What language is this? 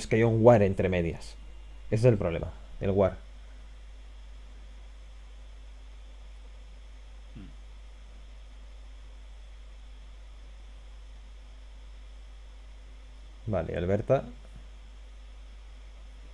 Spanish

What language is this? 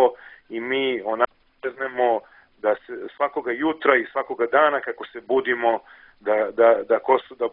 Serbian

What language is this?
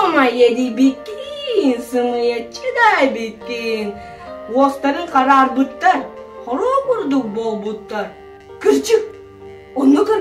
Yakut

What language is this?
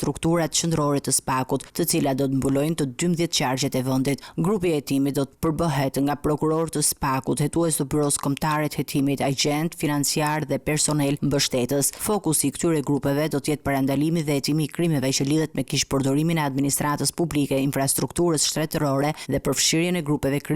Albanian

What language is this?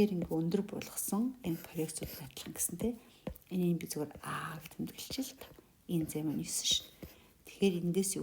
Mongolian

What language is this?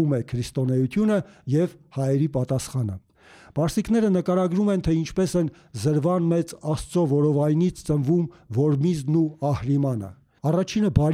Armenian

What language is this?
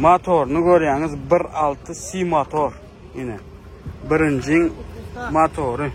Turkmen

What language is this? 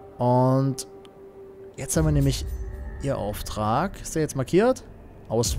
German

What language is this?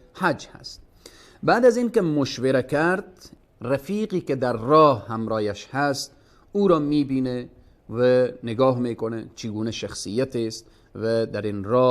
Persian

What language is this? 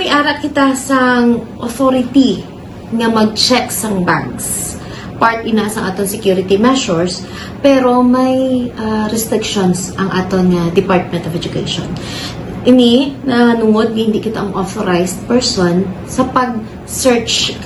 Hiligaynon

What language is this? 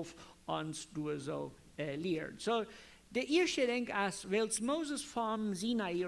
Plautdietsch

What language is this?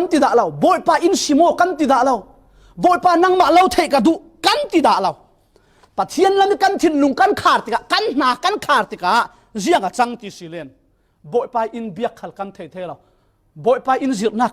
Falam Chin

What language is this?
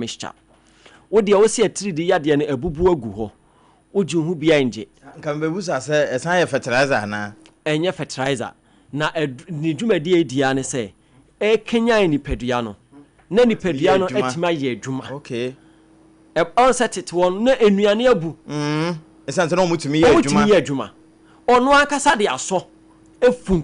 Akan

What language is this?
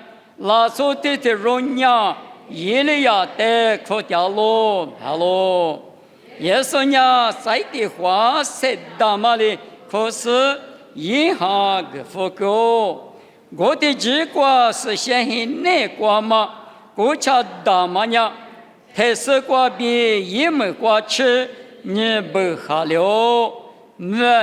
Lisu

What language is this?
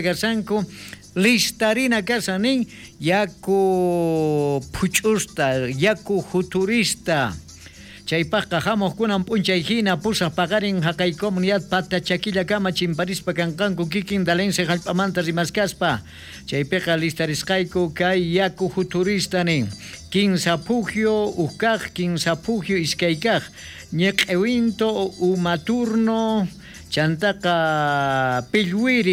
South Bolivian Quechua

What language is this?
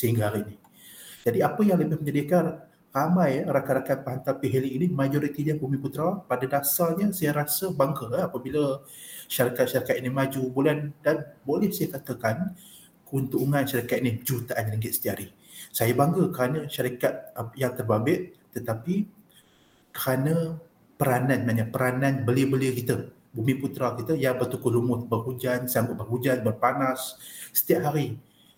Malay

